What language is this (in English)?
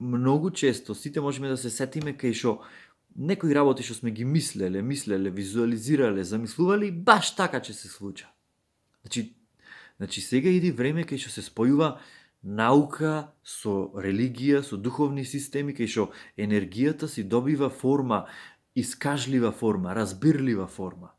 Macedonian